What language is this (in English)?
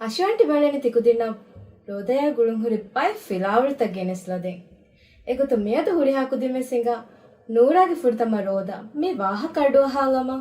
Divehi